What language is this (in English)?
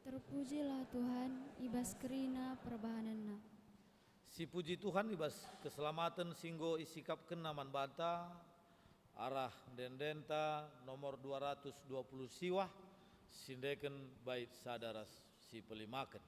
Batak Karo